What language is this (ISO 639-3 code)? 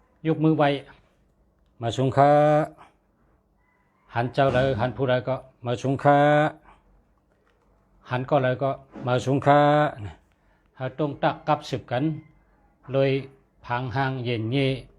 shn